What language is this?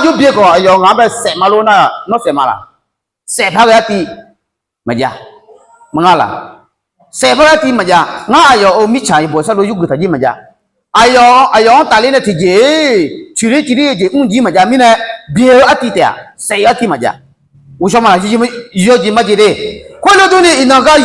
Akha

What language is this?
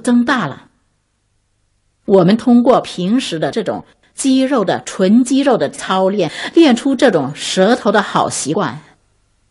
Chinese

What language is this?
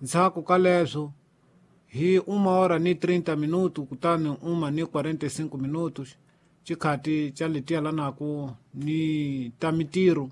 Tsonga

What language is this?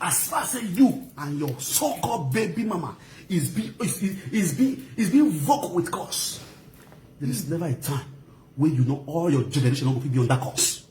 Nigerian Pidgin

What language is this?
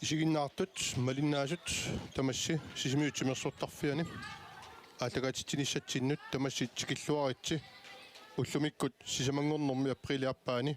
Kalaallisut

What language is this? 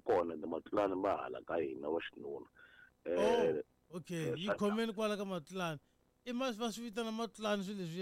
Tsonga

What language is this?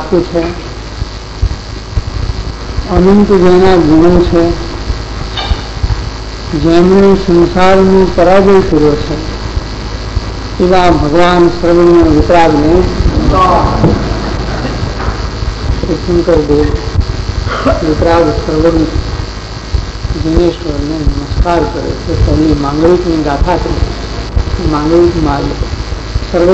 Gujarati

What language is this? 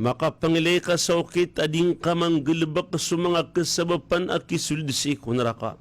Maranao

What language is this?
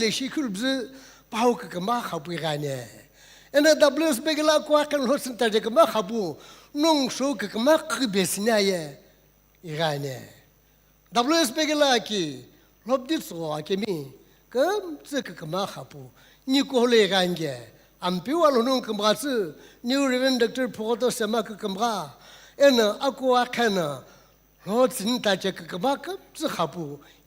Sumi Naga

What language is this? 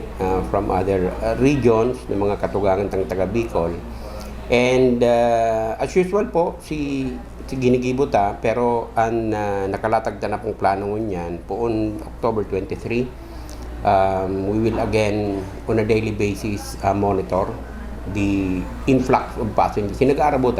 Bikol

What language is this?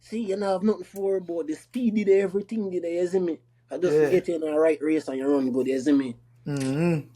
Jamaican Creole English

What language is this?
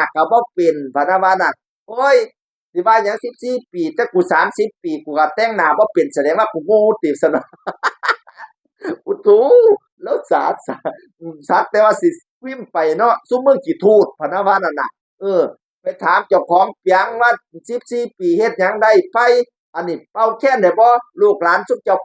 Northeastern Thai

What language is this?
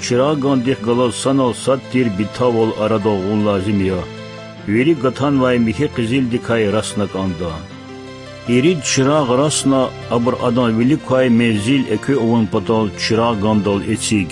Lezghian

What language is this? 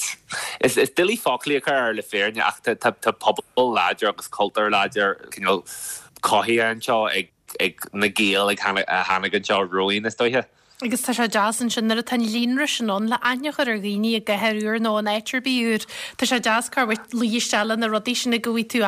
Irish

